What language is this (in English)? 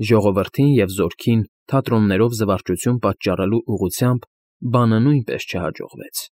Armenian